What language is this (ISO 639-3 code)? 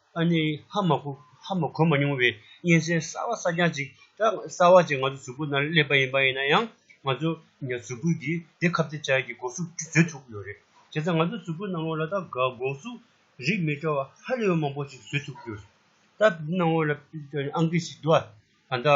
bod